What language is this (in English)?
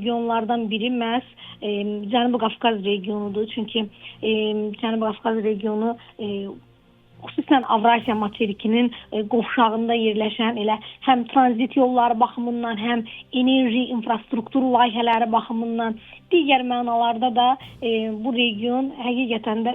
Azerbaijani